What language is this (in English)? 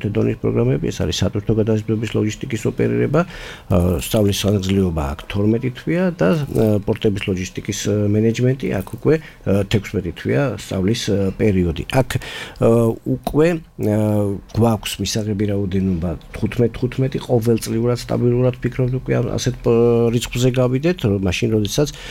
Georgian